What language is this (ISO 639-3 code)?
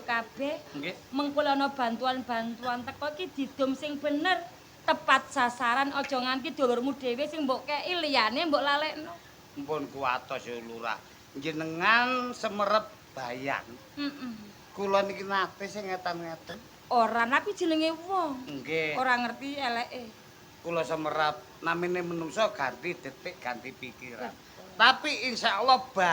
jav